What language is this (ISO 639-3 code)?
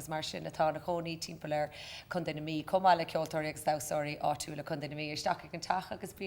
gle